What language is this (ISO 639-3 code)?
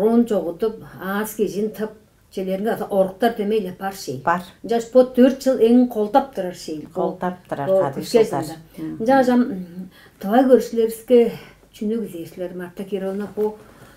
tyv